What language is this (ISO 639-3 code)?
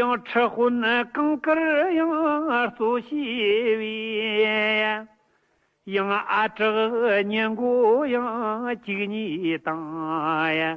bod